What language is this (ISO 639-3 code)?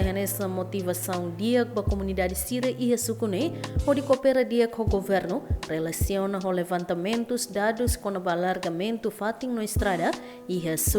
tet